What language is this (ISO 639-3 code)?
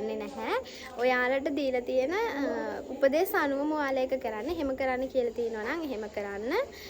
sin